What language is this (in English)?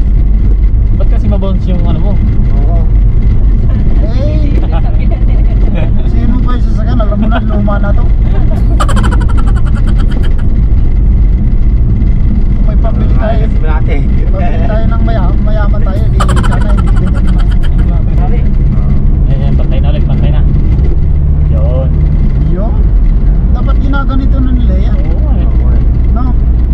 Filipino